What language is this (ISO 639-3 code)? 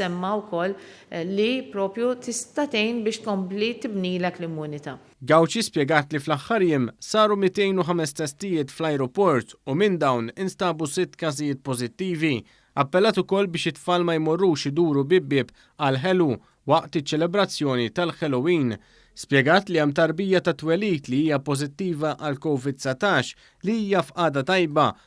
mlt